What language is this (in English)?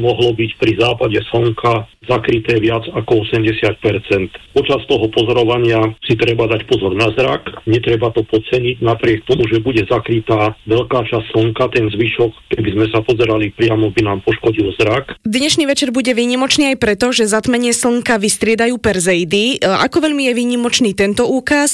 Slovak